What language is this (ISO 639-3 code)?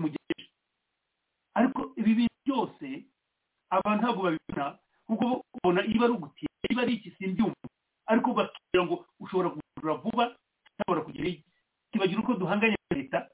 kin